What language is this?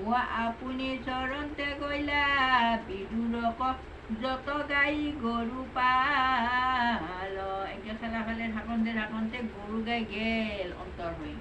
Assamese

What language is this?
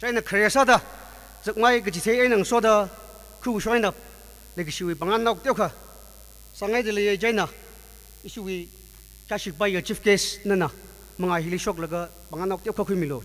Tangkhul Naga (India)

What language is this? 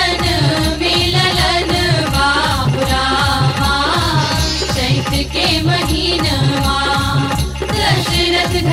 Bhojpuri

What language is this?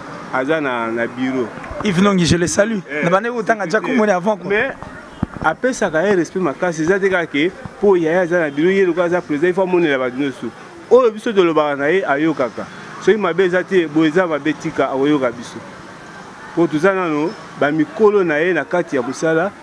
Lingala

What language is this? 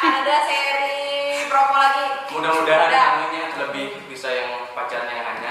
Banjar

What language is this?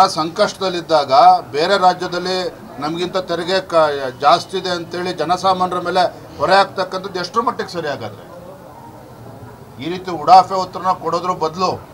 Kannada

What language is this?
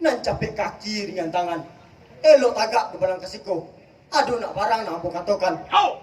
Minangkabau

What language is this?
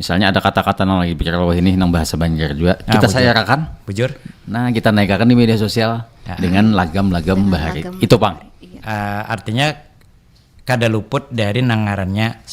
Banjar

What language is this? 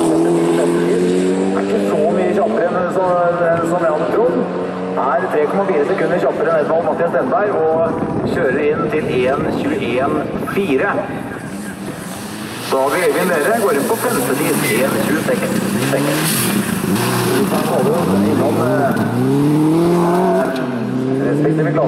Norwegian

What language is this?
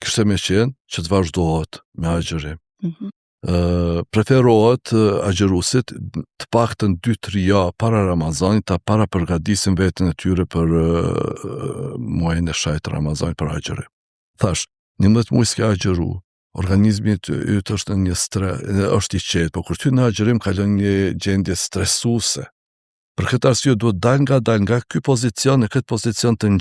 Albanian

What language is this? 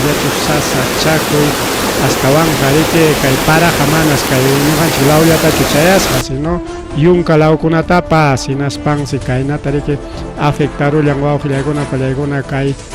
Ayacucho Quechua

